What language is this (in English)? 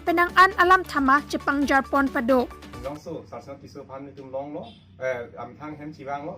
Karbi